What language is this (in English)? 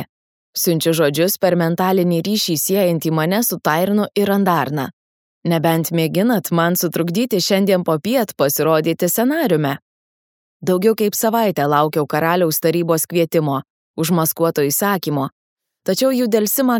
Lithuanian